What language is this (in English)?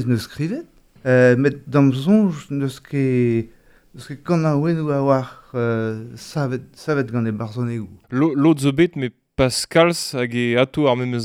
Breton